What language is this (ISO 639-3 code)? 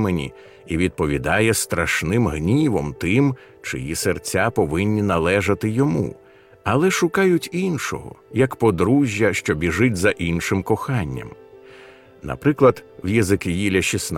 ukr